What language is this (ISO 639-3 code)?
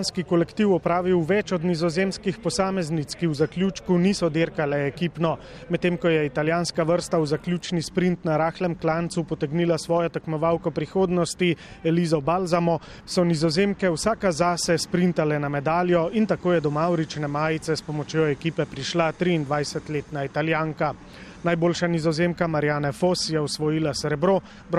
slv